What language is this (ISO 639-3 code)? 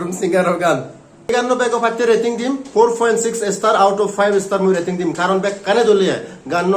ccp